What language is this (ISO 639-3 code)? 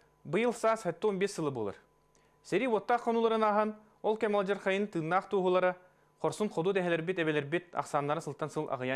sah